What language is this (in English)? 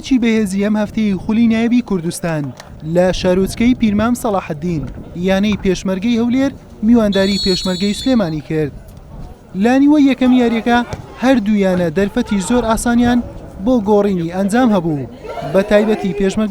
Central Kurdish